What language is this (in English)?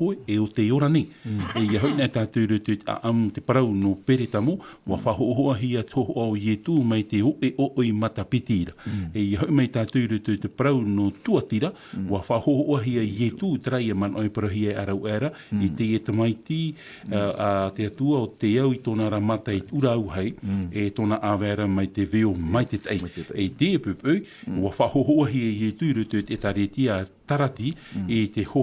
Tahitian